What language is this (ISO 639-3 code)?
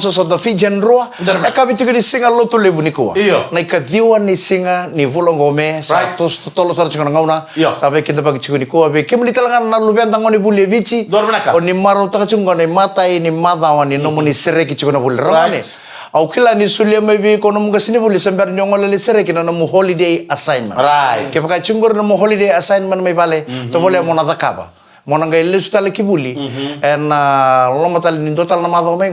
fij